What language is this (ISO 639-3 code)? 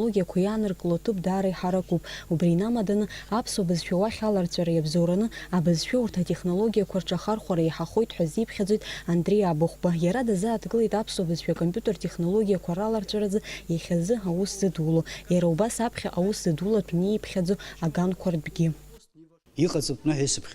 abk